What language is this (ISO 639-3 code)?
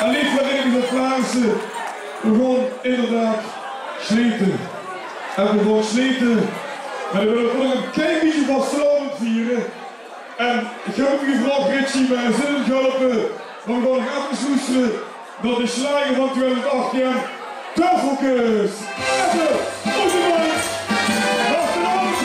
lim